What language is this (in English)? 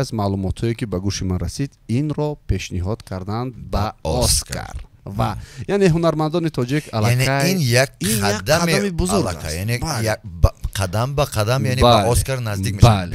Tajik